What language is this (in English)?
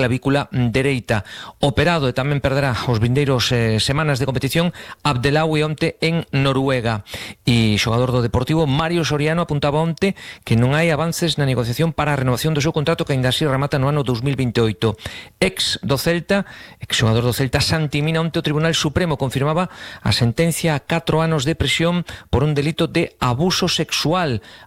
Galician